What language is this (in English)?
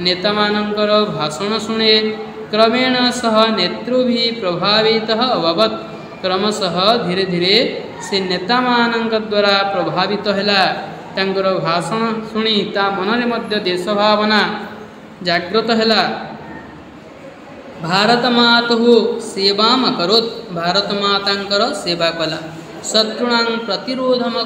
Odia